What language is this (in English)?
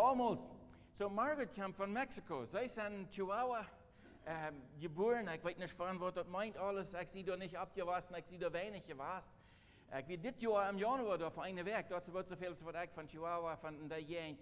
Plautdietsch